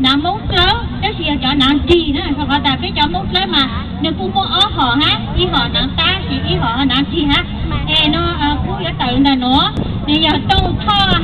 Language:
Hmong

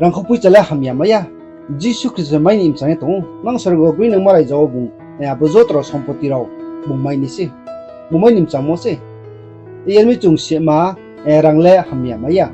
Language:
Riang (India)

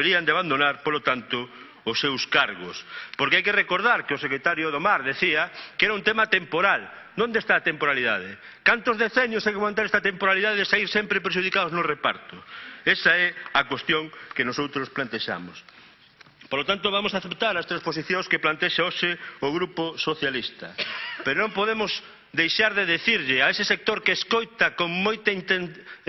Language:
Galician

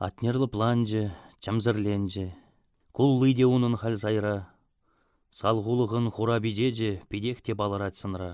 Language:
Chuvash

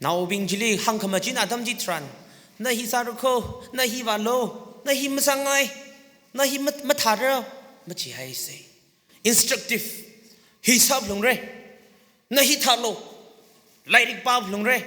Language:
Tangkhul Naga (India)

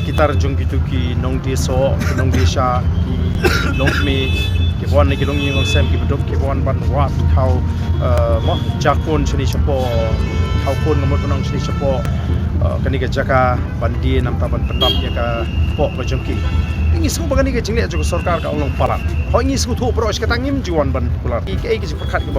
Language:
Khasi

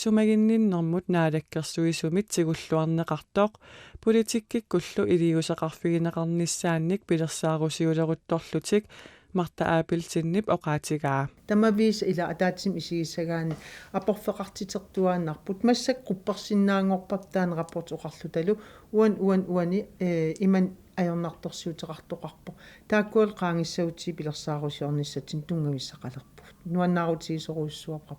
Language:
Kalaallisut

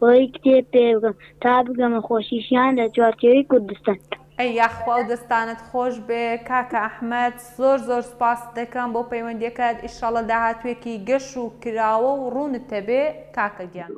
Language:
Central Kurdish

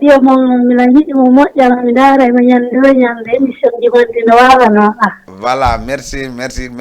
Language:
Fula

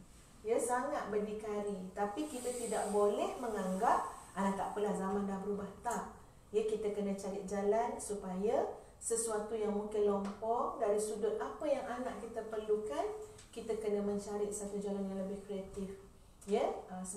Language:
Malay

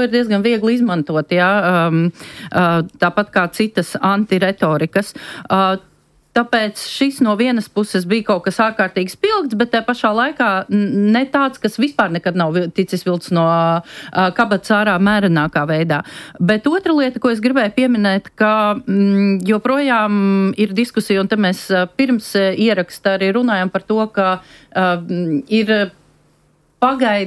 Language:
Latvian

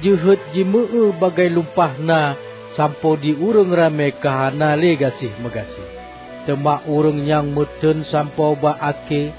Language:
Achinese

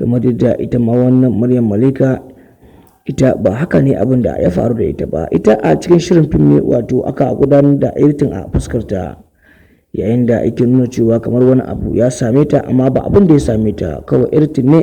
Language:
Hausa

